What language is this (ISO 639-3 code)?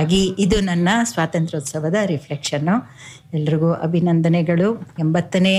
kan